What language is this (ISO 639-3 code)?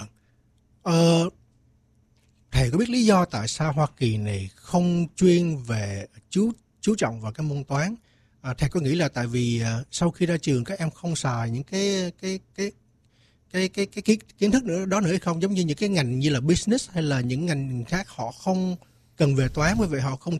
vie